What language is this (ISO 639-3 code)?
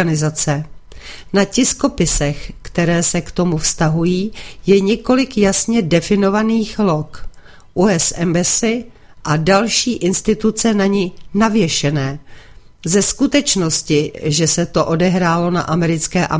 ces